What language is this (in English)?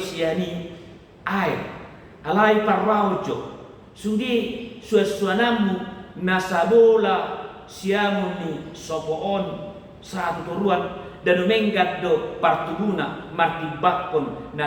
Batak Toba